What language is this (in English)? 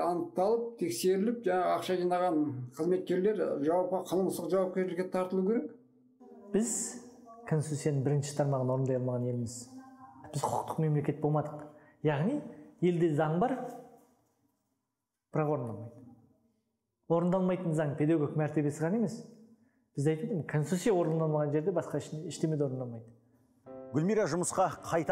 Kazakh